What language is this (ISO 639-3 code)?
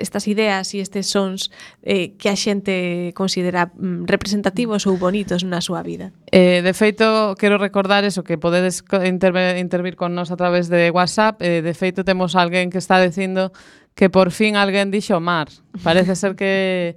glg